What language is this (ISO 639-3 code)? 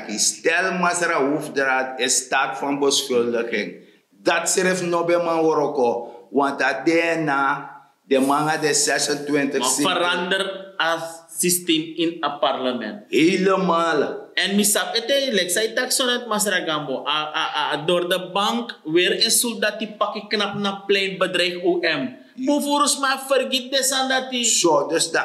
srn